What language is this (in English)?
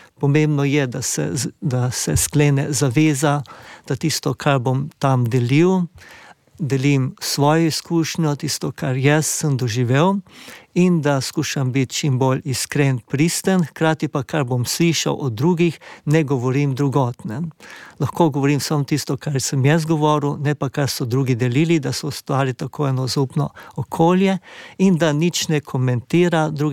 Slovenian